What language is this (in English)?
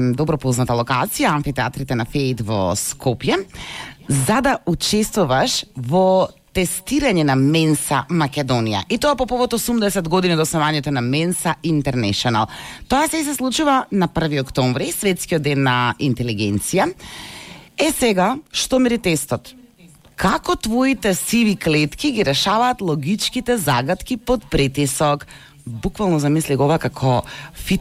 Macedonian